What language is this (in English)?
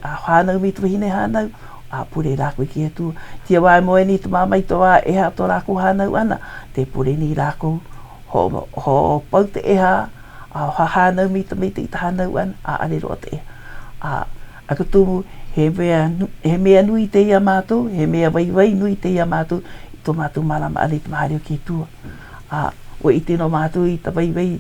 Hawaiian